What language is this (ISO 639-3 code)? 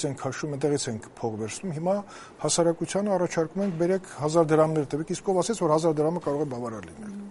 hye